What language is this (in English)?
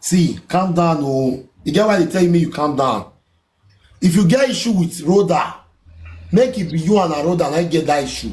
Nigerian Pidgin